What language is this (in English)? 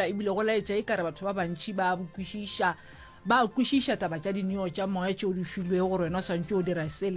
Northern Sotho